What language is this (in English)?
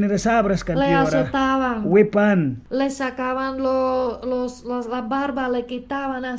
Mískito